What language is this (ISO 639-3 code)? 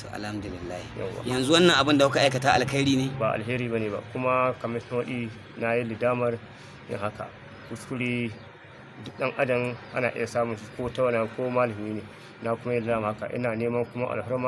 hau